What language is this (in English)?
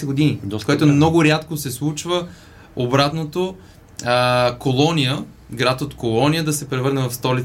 Bulgarian